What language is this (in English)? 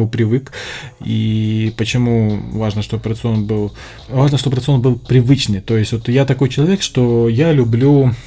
Russian